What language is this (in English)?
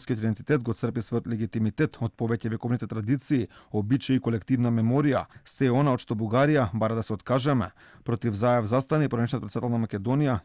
Macedonian